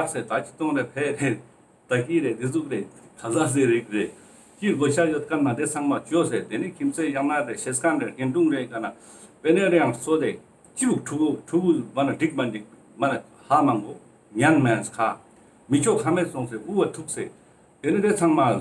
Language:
Ladakhi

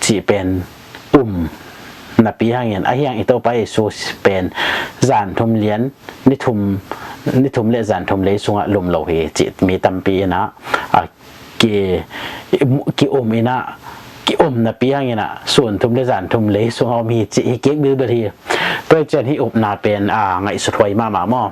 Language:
Tedim Chin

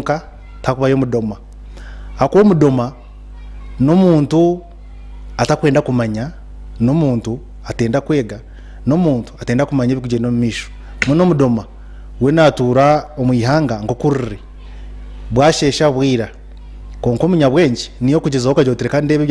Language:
Nyankole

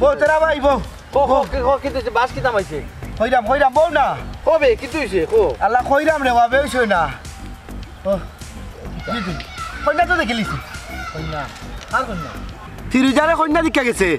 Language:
Sylheti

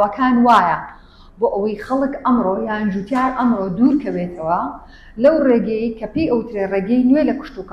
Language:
Central Kurdish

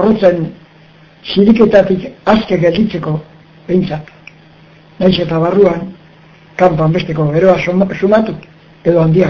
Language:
Basque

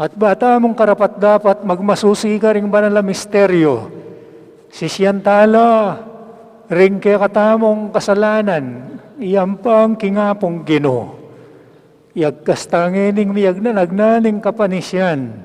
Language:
Pampanga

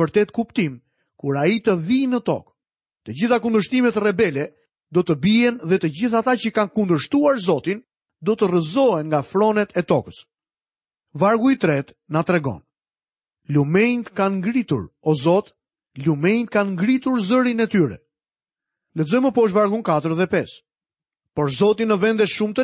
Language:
Albanian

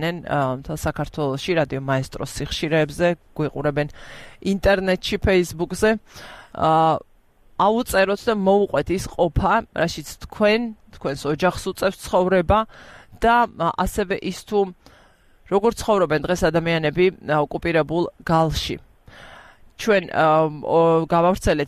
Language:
Georgian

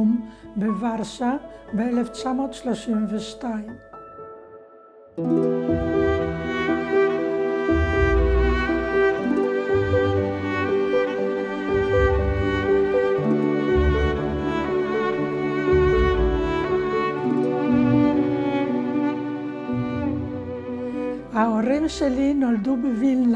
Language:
Hebrew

